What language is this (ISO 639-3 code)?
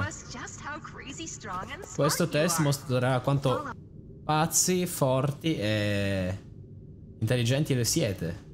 ita